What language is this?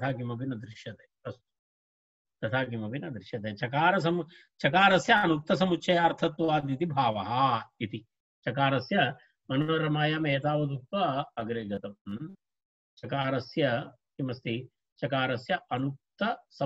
Sanskrit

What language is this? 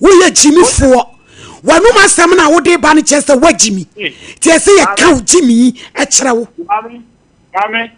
Akan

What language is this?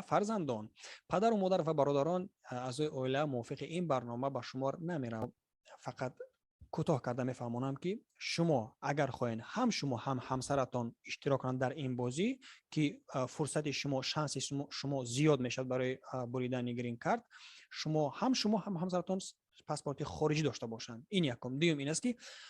Tajik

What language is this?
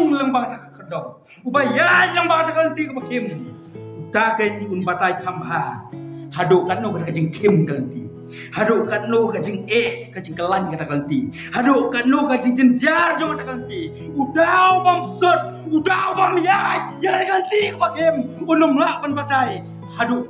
Khasi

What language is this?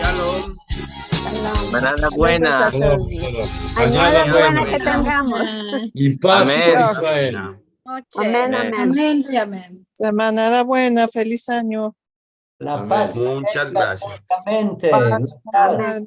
Ladino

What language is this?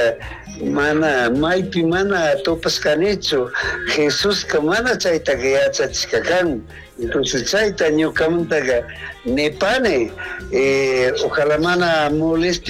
Chimborazo Highland Quichua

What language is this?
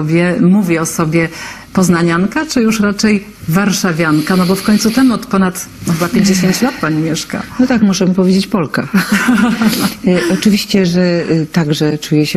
Polish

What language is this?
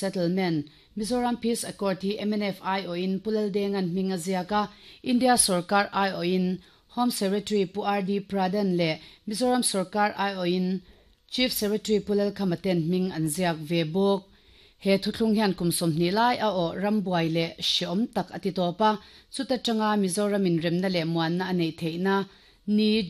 Mizo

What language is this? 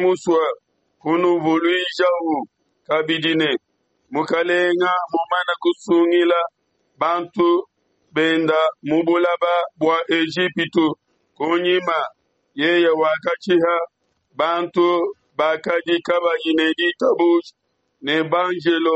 Luba-Lulua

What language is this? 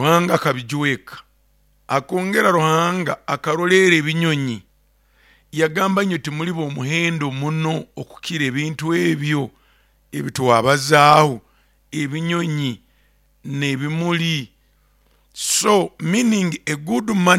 Nyankole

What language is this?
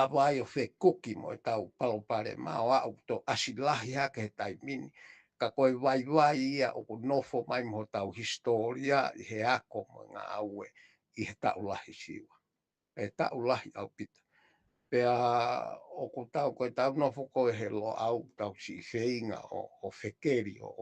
Tongan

